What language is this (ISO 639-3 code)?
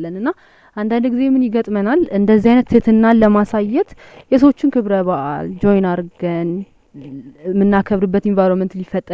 amh